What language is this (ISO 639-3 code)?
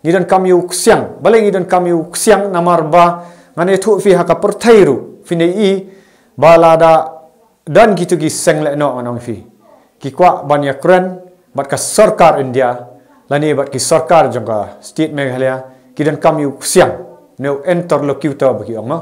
kha